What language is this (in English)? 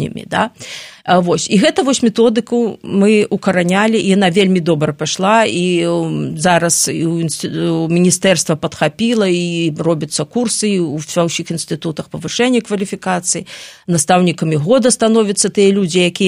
Belarusian